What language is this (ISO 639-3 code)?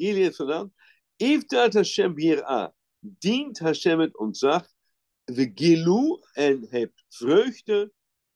nld